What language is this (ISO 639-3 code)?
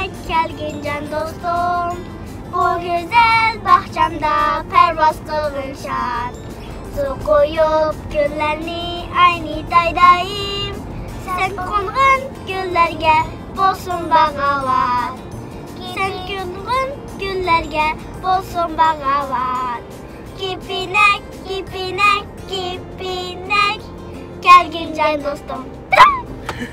uig